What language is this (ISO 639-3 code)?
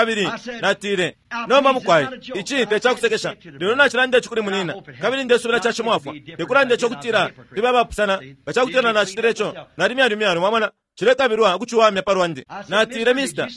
bem